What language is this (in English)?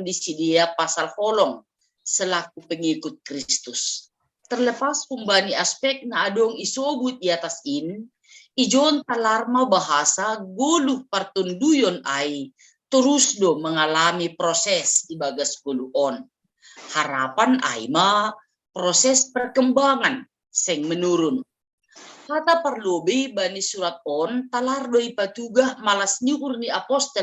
Batak Simalungun